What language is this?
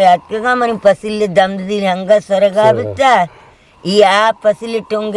Eastern Balochi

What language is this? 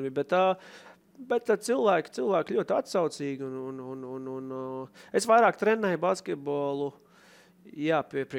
Latvian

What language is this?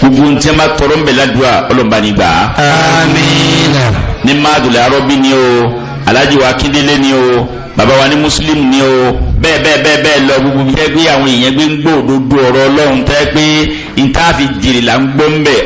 Yoruba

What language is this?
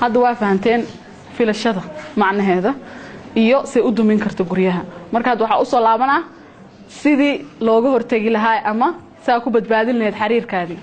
Somali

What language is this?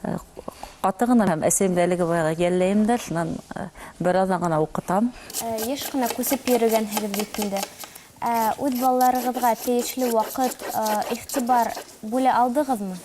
Bashkir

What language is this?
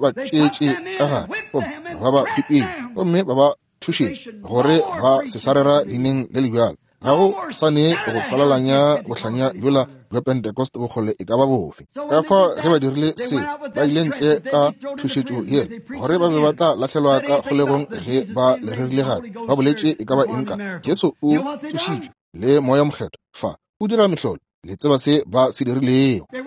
Northern Sotho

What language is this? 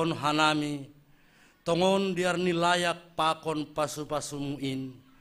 Batak Simalungun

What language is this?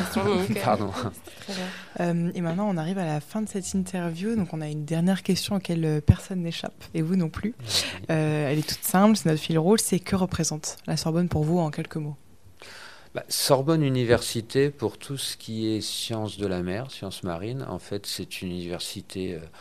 French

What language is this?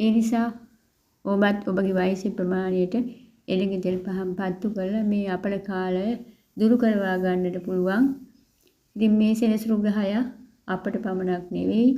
Sinhala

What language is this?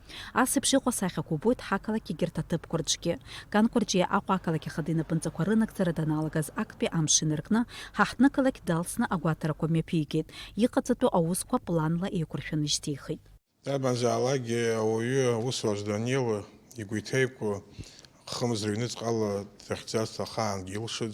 Abkhazian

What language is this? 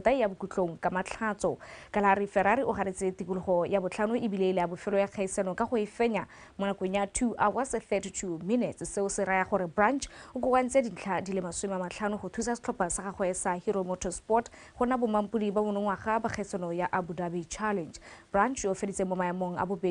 Tswana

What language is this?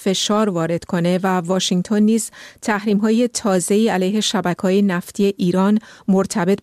Persian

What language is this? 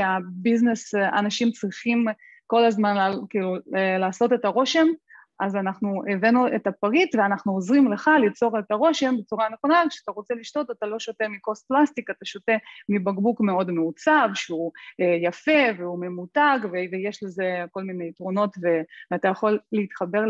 Hebrew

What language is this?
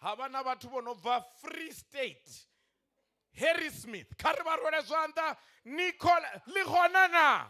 Venda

